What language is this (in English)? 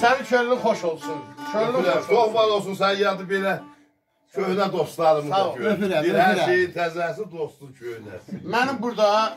South Azerbaijani